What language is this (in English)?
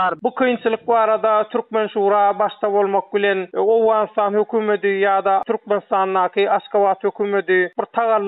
Turkmen